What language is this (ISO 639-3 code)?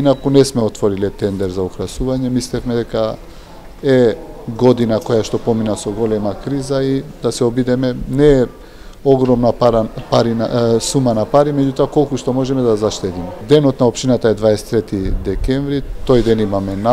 mkd